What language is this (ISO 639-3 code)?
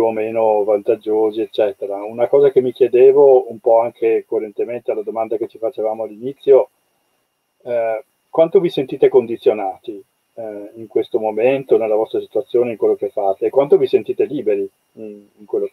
ita